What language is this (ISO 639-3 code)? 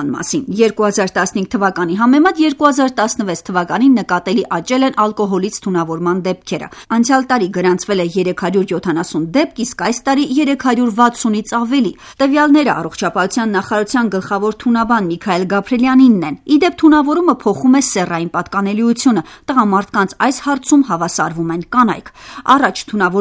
hye